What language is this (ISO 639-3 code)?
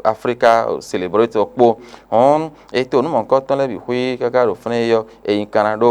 fon